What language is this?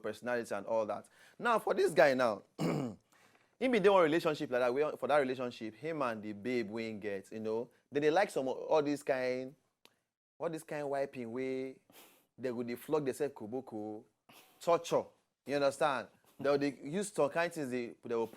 Nigerian Pidgin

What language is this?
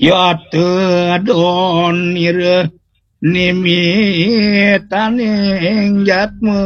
Balinese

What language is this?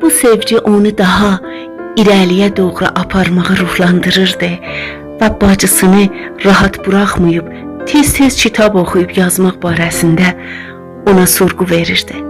South Azerbaijani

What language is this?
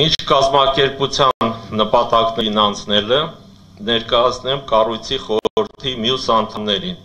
Armenian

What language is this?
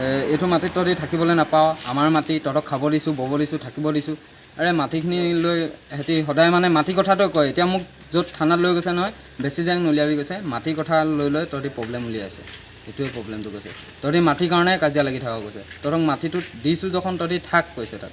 Assamese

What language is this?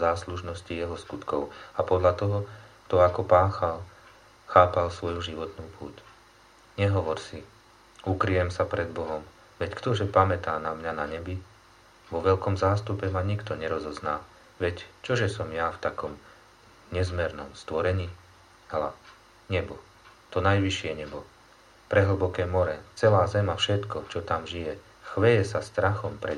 Slovak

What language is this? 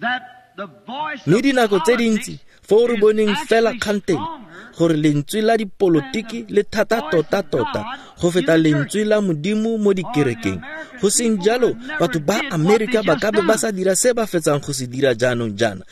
Tswana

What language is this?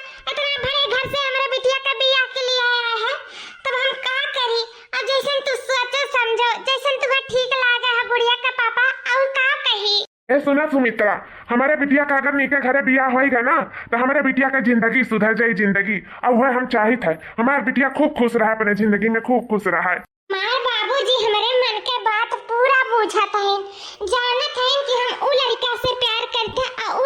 Awadhi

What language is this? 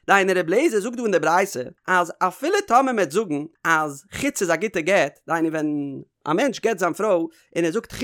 Yiddish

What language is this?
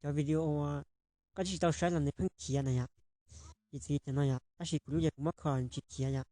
Hmong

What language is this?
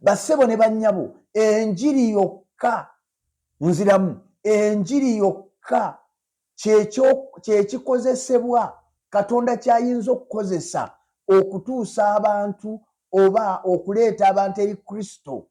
Ganda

